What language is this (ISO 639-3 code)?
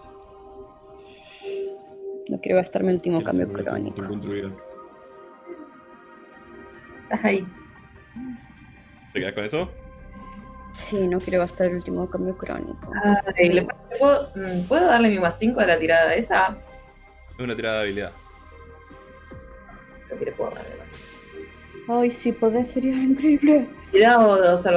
spa